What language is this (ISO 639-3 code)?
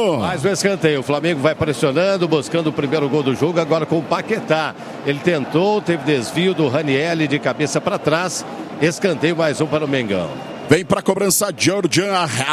por